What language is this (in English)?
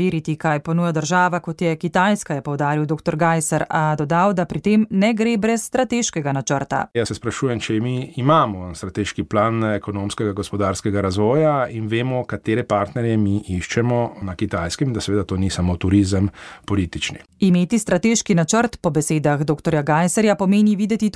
Slovenian